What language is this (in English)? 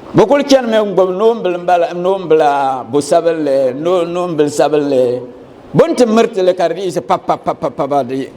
Dagbani